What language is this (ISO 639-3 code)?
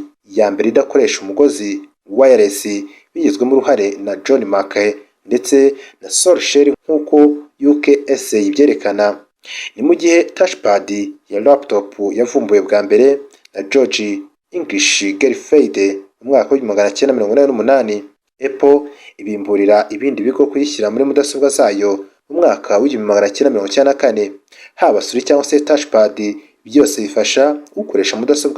kin